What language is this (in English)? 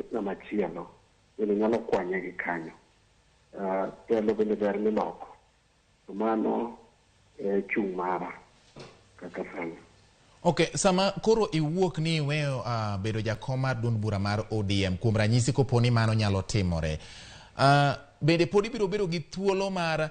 Luo (Kenya and Tanzania)